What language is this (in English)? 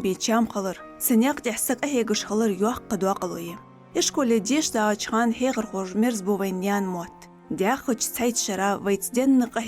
Ingush